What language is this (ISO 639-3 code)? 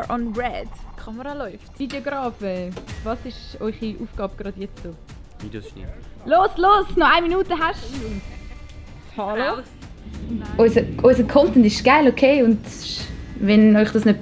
gsw